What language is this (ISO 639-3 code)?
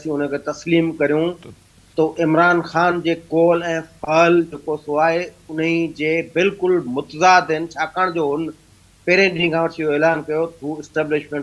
snd